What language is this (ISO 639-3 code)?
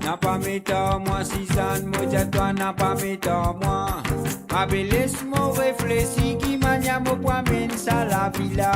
mfe